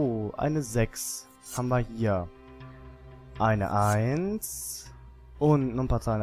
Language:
German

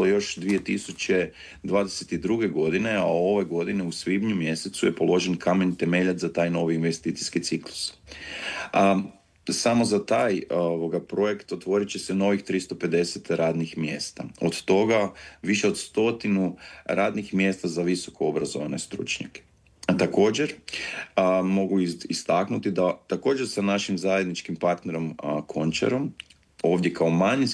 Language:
Croatian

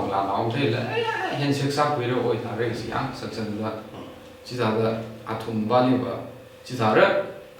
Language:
Tangkhul Naga (India)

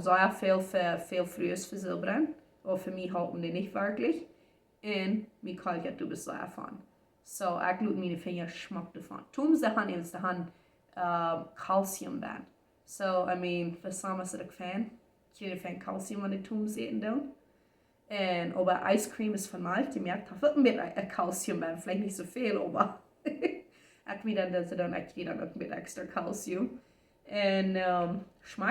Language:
Plautdietsch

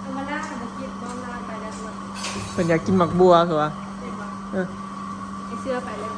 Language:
Northeastern Thai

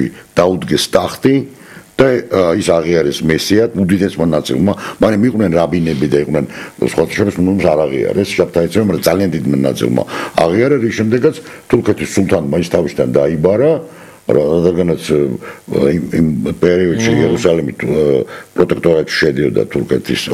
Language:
Georgian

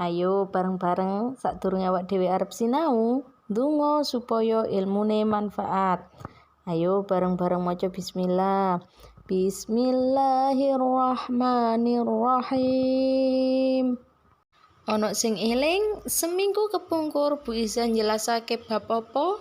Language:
Javanese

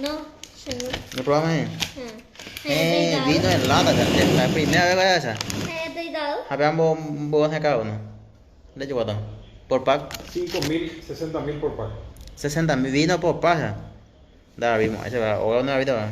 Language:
Guarani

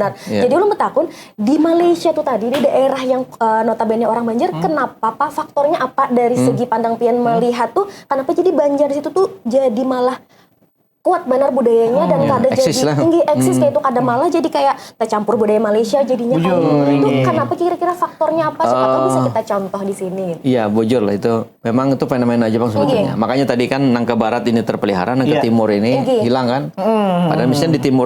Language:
Banjar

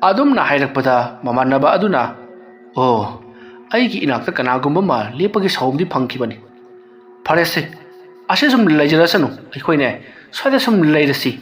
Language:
Manipuri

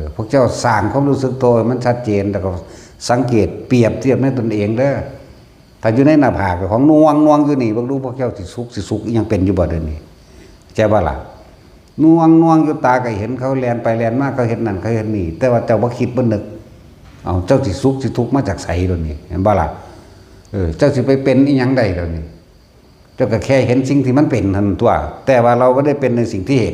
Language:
Northeastern Thai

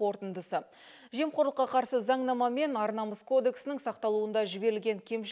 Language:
Kazakh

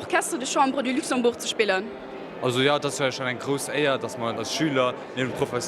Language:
Luxembourgish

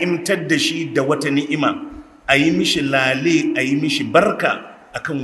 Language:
Hausa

